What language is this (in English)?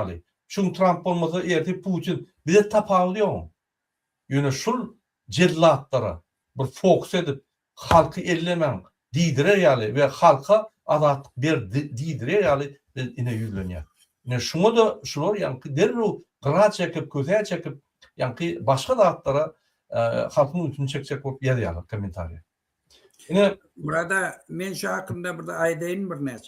Turkmen